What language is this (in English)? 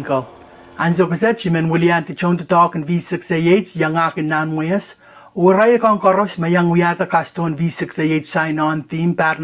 Pohnpeian